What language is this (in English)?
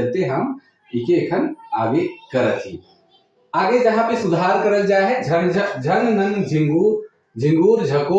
Sadri